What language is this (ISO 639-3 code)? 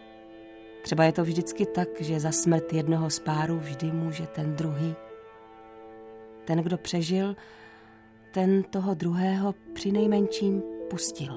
ces